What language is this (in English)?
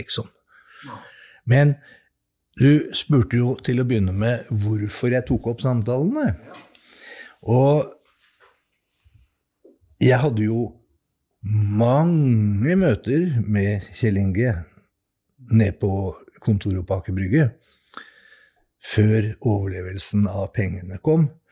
Norwegian